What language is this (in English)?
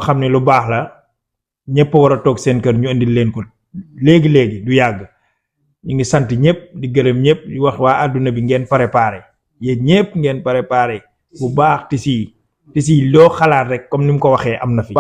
Wolof